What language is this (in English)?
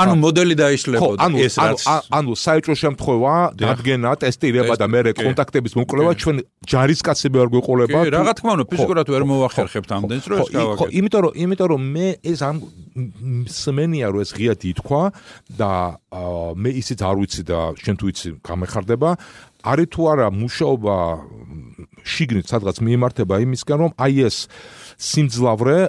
Georgian